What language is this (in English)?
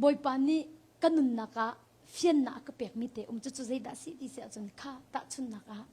Hakha Chin